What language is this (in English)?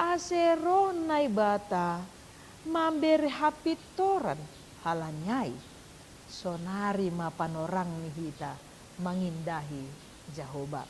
Batak Simalungun